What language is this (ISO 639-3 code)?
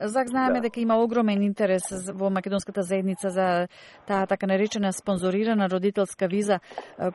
mkd